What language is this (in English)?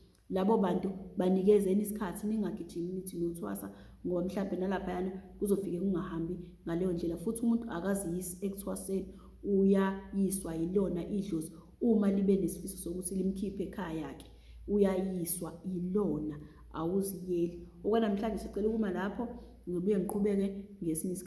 Zulu